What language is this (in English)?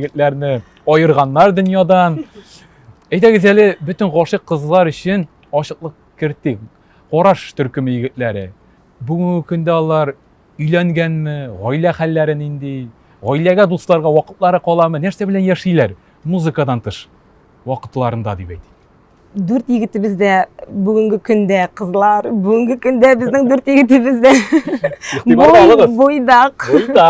Tatar